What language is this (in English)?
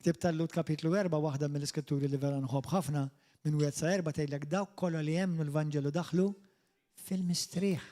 Maltese